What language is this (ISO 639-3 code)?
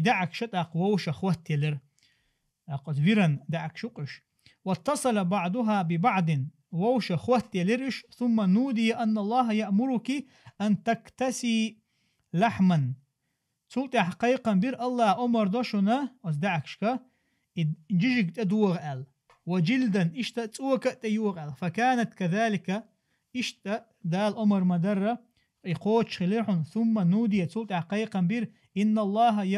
che